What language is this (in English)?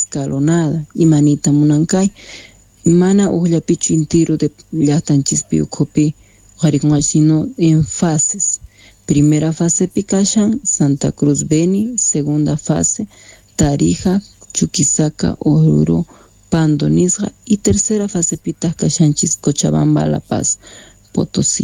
South Bolivian Quechua